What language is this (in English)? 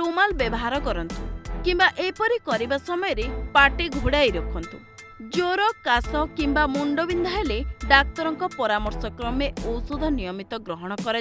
Odia